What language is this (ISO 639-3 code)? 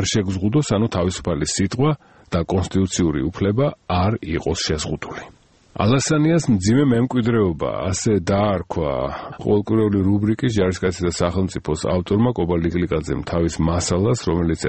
kat